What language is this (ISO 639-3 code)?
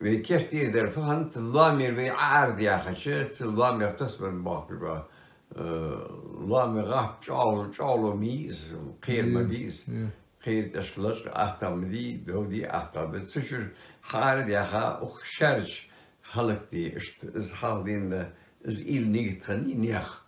inh